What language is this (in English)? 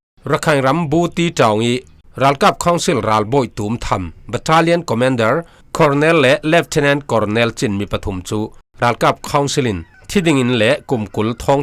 Falam Chin